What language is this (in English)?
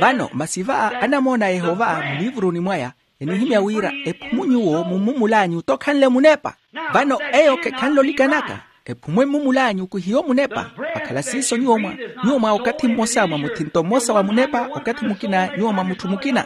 Makhuwa